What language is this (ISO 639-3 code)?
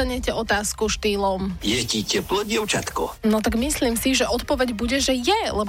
slk